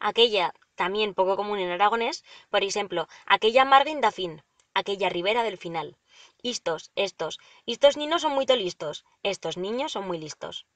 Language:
Aragonese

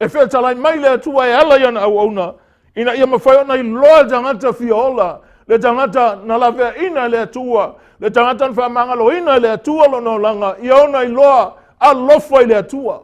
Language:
Samoan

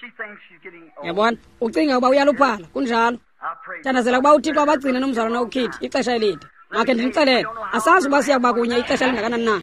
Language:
Xhosa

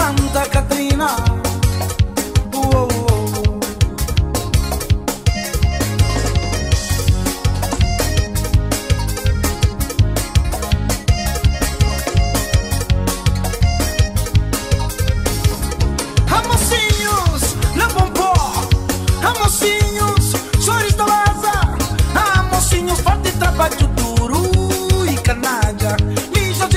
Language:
Kabuverdianu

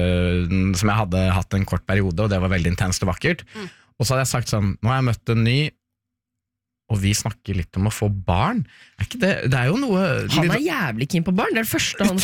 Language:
Norwegian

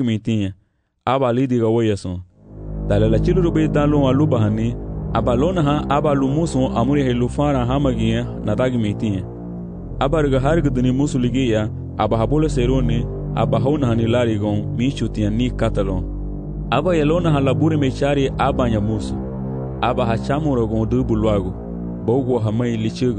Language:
Garifuna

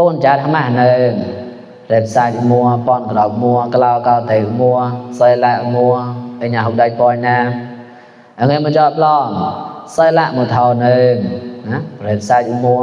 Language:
Mon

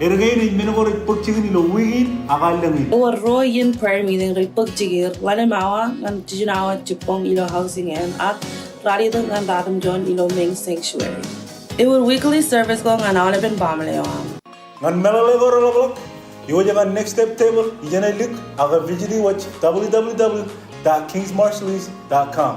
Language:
Marshallese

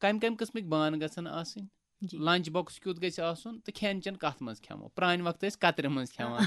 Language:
Kashmiri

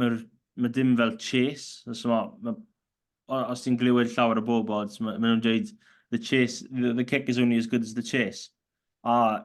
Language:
Welsh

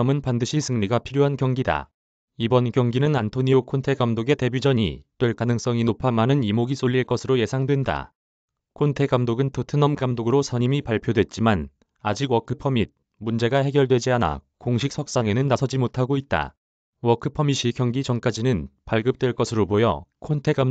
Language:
Korean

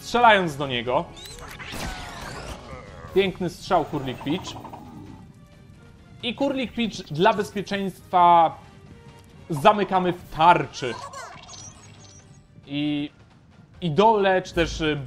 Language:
Polish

